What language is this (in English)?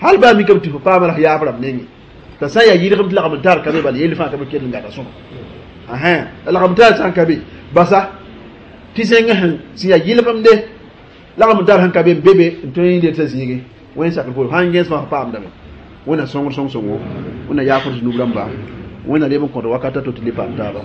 Mossi